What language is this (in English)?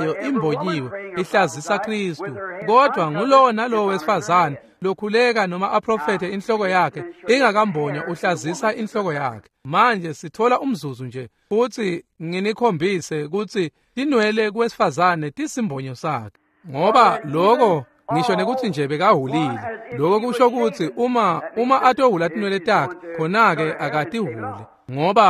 Swati